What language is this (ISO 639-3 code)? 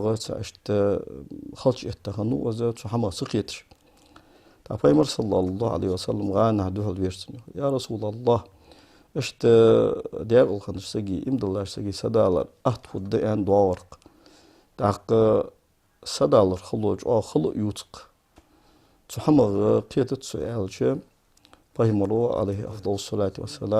inh